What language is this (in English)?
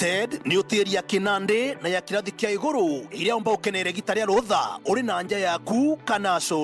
Meru